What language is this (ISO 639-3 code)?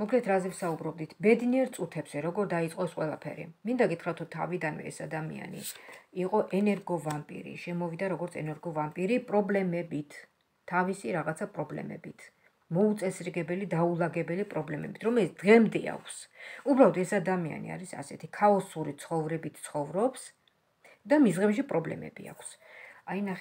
kat